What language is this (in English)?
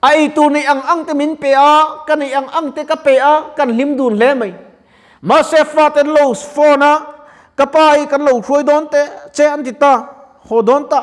Mizo